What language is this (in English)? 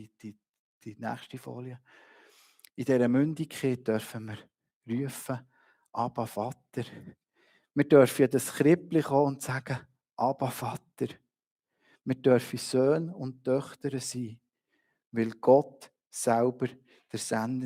Swiss German